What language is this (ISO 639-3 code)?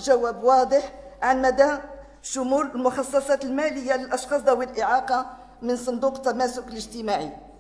ara